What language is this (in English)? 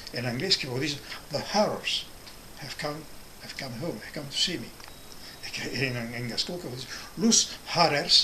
Occitan